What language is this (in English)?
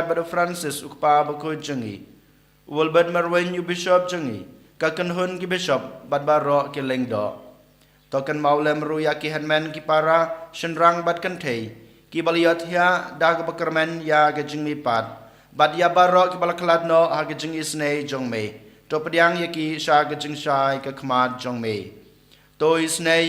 Khasi